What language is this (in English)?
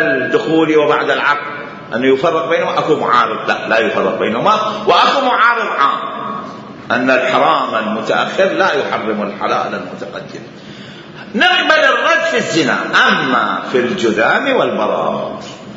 Mesopotamian Arabic